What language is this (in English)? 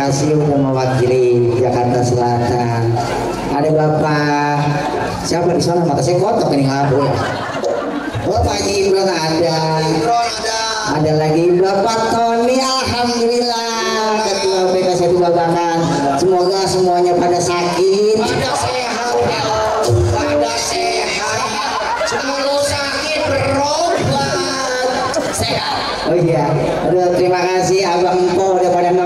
Betawi